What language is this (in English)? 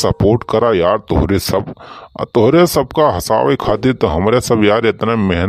Awadhi